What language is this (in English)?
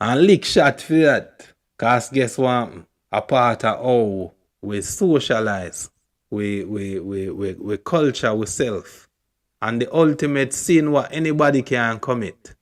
Jamaican Creole English